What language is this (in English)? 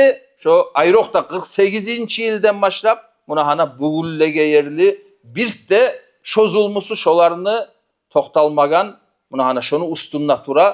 Kumyk